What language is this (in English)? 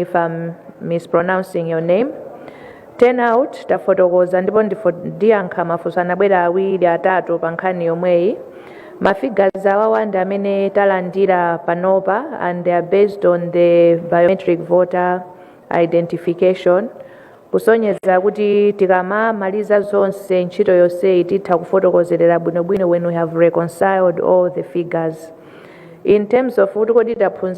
Nyanja